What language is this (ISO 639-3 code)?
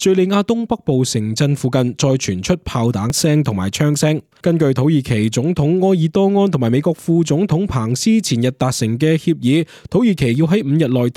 yue